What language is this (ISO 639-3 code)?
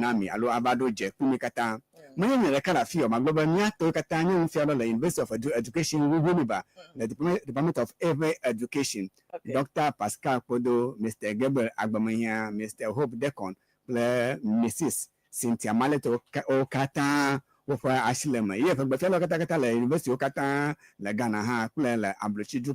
ewe